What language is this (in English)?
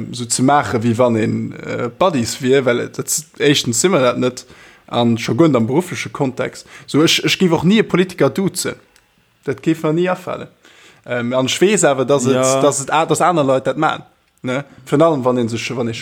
Luxembourgish